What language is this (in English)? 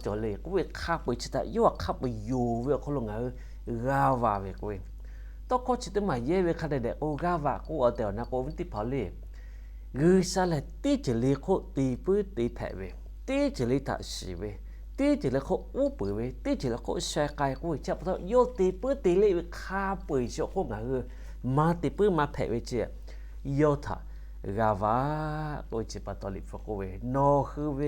Lahu